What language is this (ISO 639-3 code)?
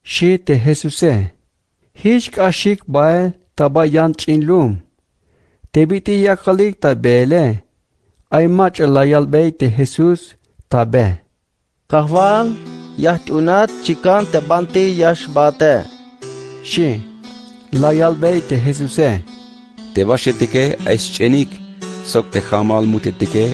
tzh